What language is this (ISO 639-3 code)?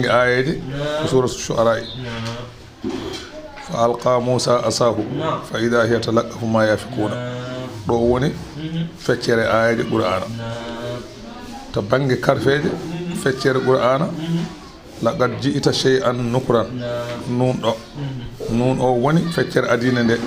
ful